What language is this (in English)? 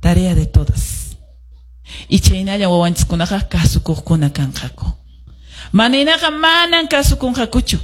Quechua